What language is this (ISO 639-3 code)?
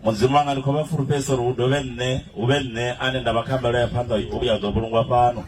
ven